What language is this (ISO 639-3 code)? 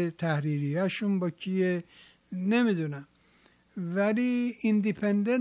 fas